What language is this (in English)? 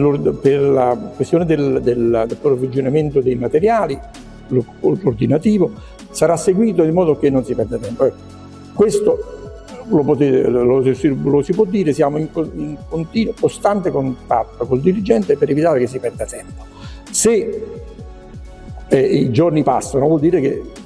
Italian